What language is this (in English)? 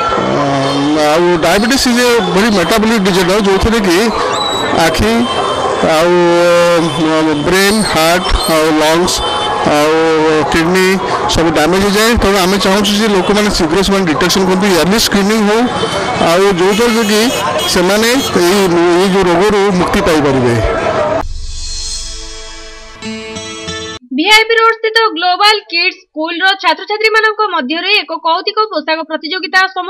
Odia